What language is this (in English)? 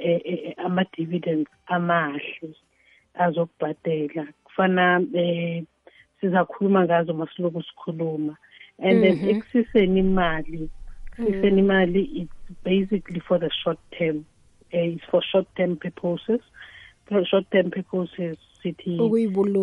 South Ndebele